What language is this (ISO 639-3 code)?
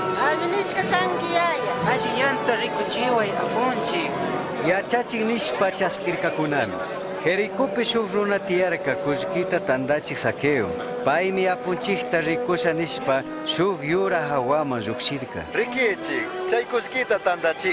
qug